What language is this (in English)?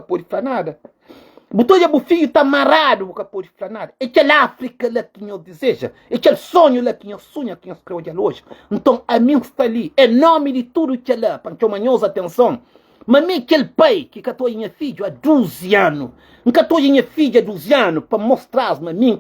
Kabuverdianu